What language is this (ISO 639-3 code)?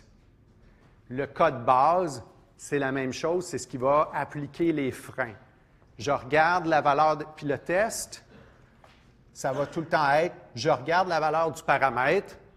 fra